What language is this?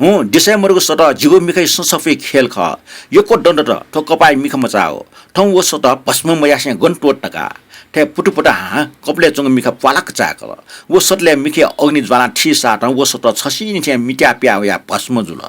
Newari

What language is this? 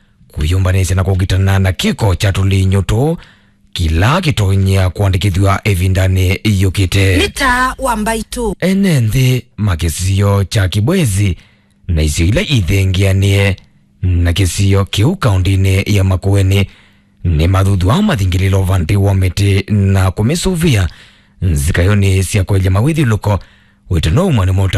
Kamba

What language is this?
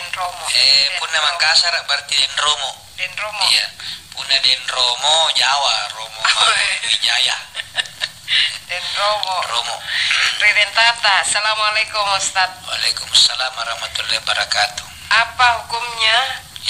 Makasar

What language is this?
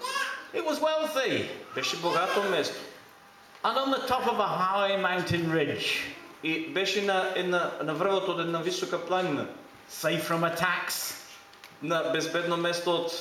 Macedonian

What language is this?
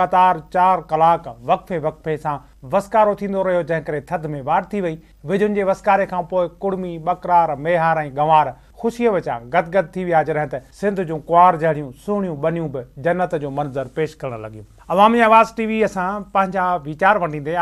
Sindhi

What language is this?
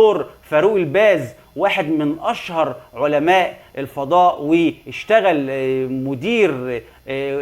Egyptian Arabic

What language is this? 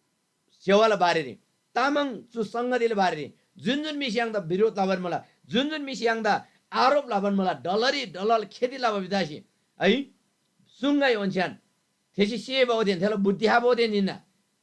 Eastern Tamang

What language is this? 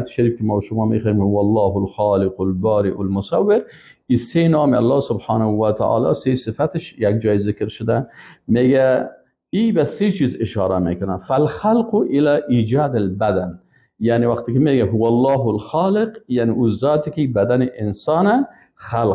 Persian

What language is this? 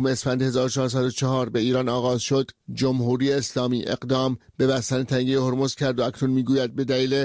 Persian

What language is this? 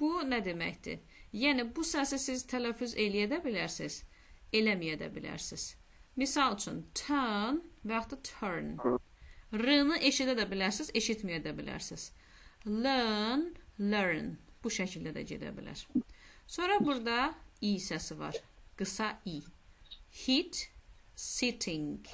Azerbaijani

